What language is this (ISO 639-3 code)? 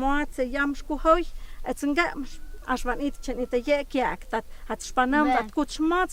mto